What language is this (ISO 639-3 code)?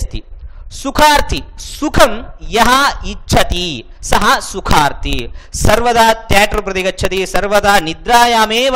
san